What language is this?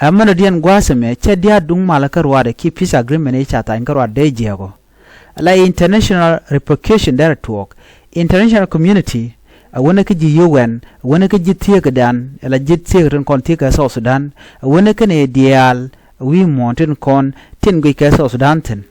Nuer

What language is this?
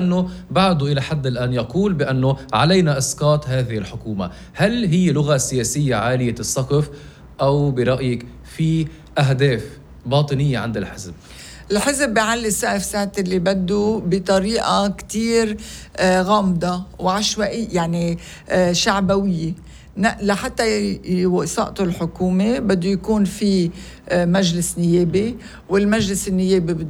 North Levantine Arabic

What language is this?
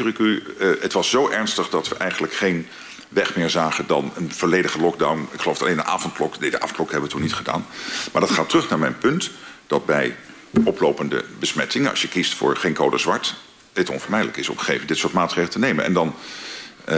Dutch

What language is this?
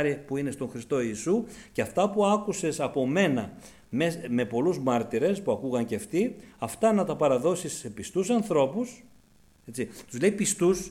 Greek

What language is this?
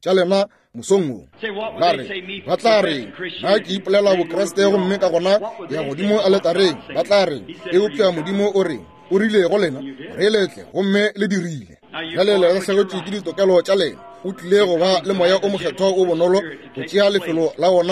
Northern Sotho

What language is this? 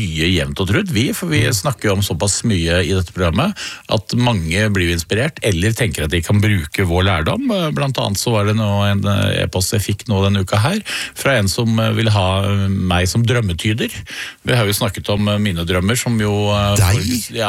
Norwegian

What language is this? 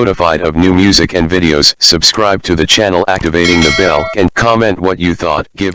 Saraiki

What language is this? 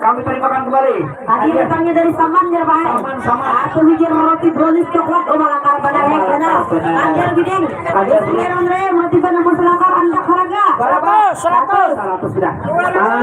Banjar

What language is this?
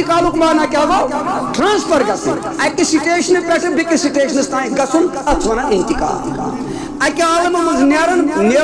Kashmiri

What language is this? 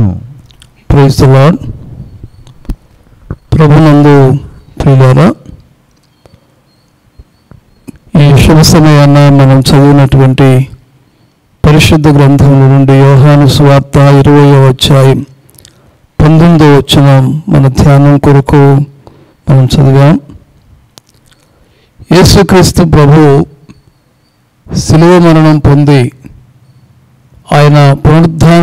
Telugu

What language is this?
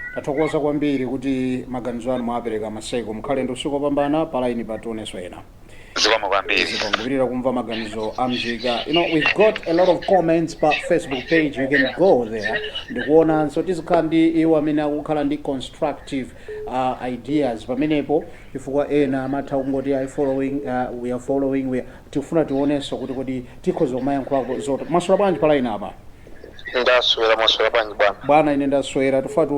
Nyanja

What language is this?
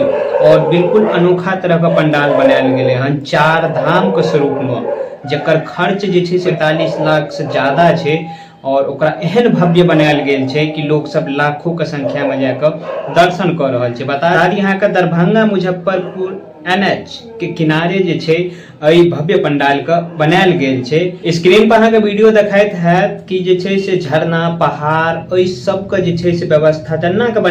Maithili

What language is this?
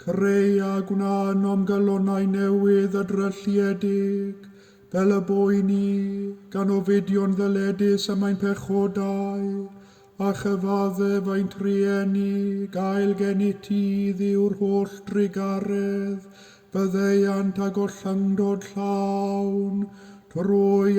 Welsh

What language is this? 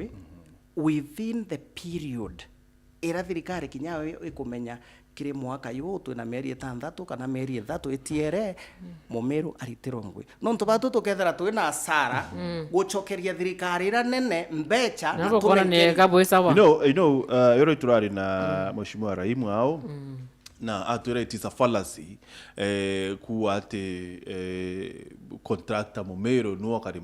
Meru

